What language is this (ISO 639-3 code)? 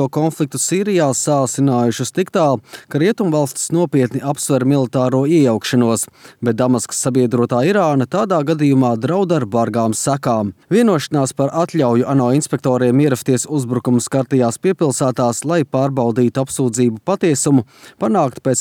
lav